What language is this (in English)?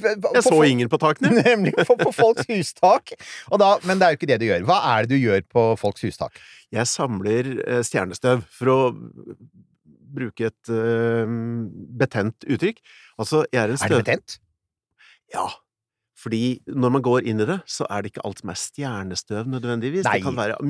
Norwegian